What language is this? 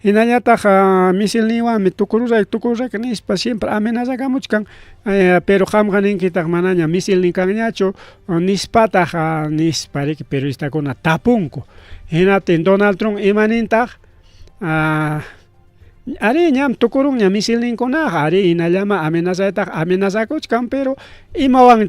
Ayacucho Quechua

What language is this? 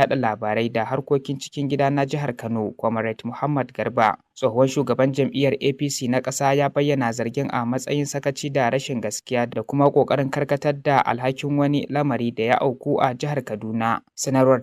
Hausa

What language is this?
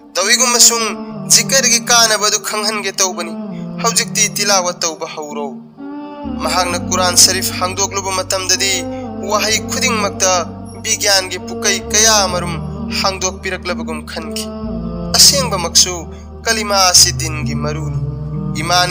Manipuri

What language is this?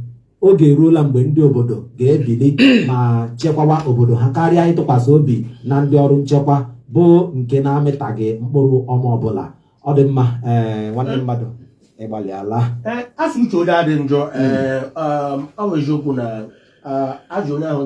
Igbo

